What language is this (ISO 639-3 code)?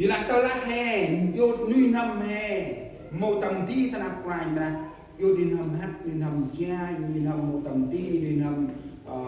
cmo